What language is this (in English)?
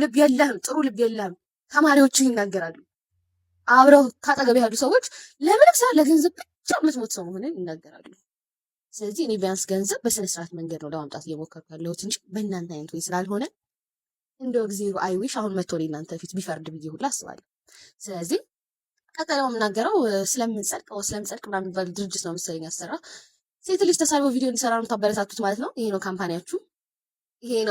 Amharic